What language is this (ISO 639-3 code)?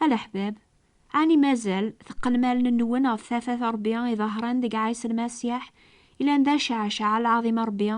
kab